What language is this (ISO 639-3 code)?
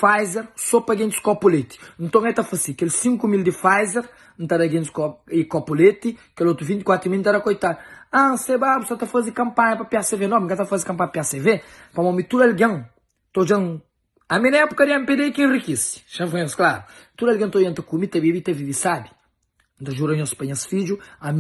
kea